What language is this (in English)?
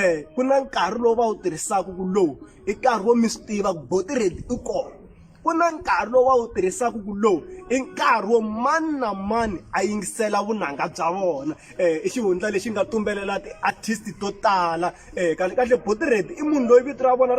Tsonga